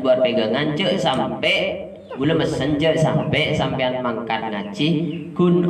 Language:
Madurese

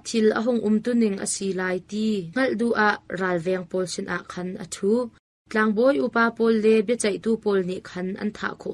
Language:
Hakha Chin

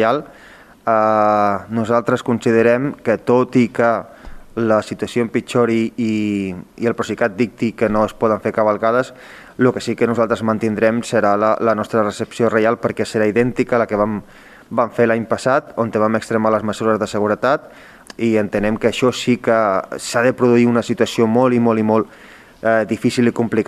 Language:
Catalan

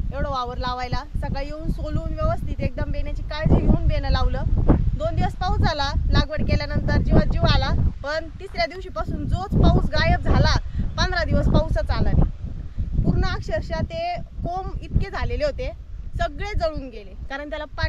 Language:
Marathi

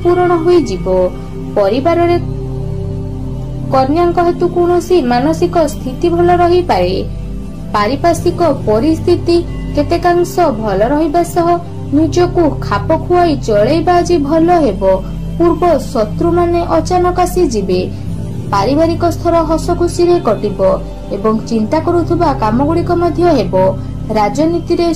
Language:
Odia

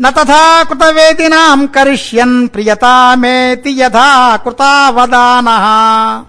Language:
Sanskrit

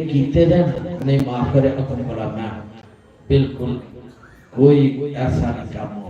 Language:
Dogri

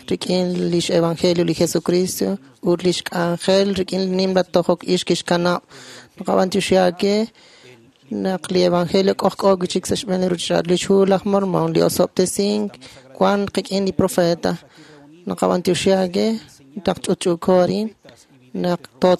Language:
Kekchí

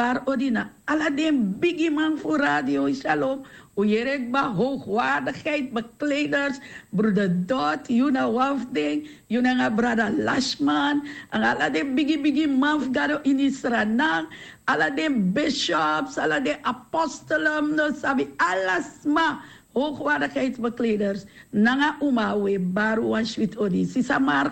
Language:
Sranan Tongo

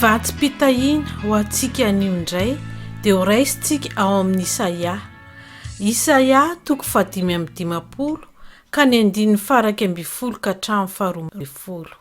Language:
Malagasy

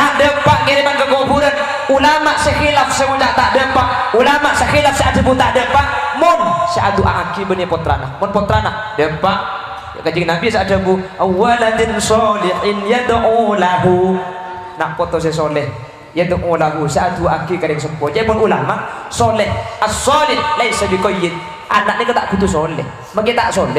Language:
Madurese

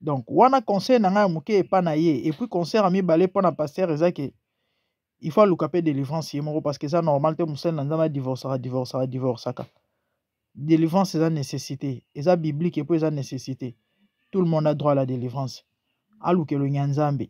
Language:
Lingala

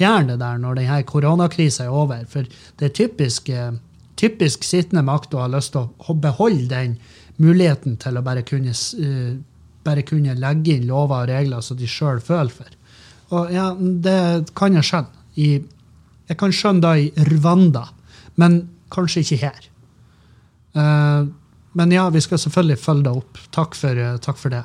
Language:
Norwegian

